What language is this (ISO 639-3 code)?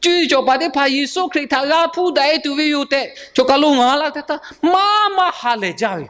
lhu